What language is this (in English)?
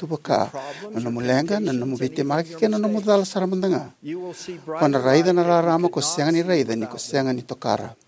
Fijian